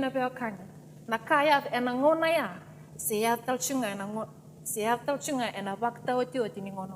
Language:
Fijian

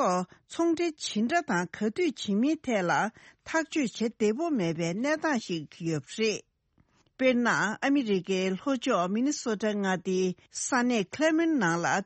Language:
Tibetan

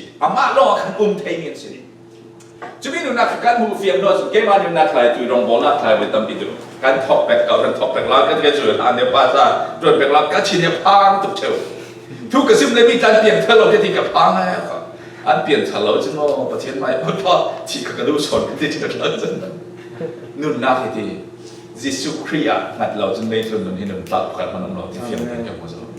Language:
Falam Chin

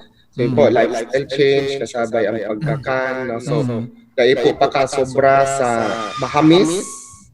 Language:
Bikol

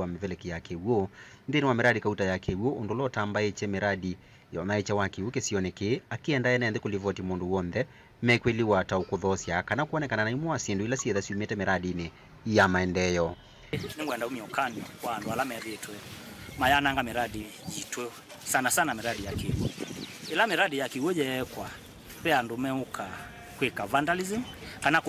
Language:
Kamba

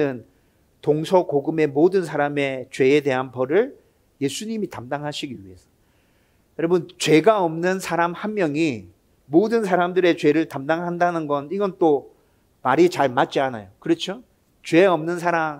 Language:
Korean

